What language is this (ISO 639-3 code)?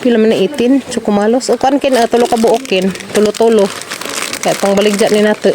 ceb